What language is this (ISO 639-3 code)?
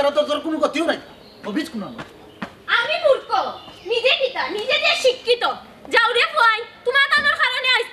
syl